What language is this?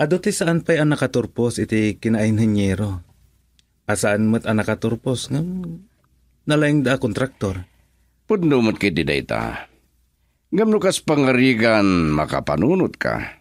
Iloko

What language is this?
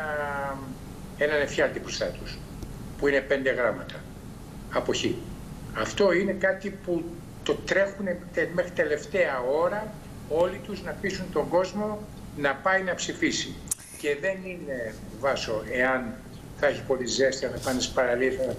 Greek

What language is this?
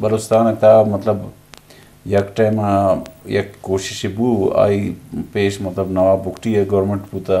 Eastern Balochi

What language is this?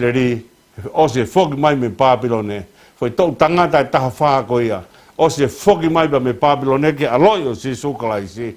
Tongan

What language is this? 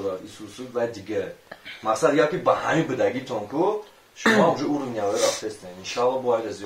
Tajik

